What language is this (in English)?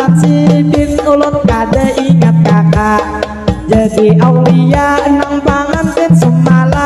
Banjar